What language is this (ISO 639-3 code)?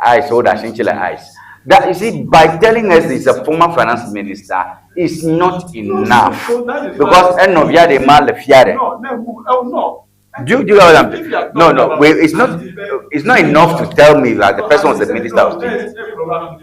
ewe